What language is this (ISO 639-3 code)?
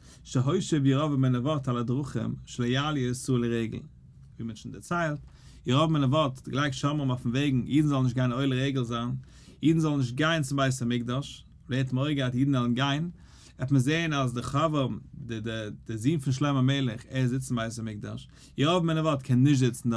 yid